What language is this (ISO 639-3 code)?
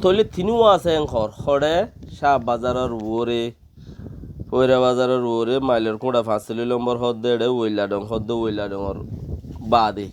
rhg